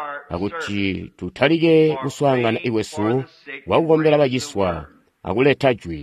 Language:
Tonga (Zambia)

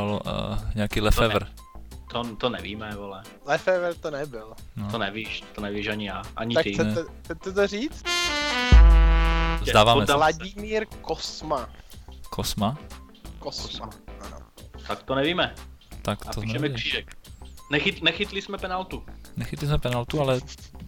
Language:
Czech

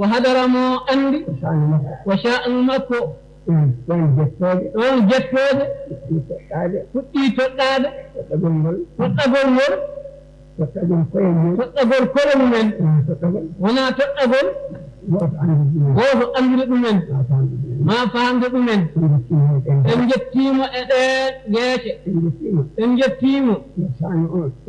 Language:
Fula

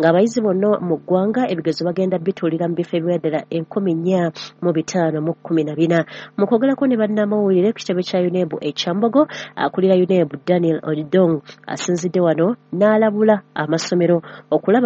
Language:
Ganda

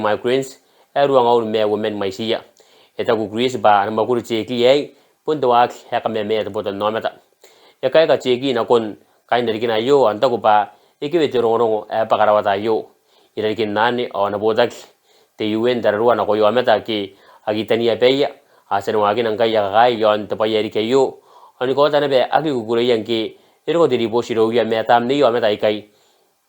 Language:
Gilbertese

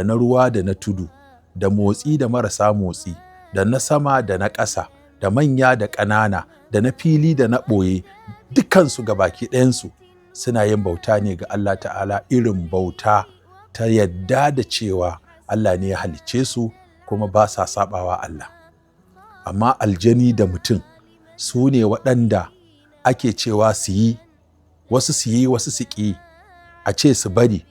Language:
Hausa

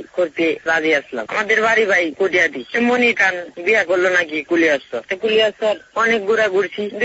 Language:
Bangla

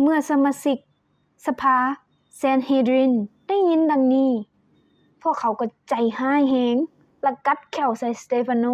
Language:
Lao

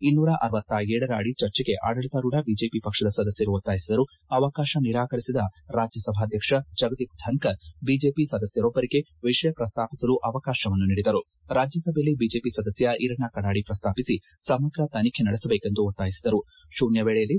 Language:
Kannada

